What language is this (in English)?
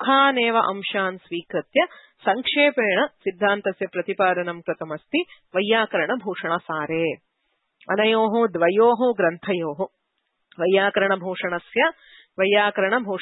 Sanskrit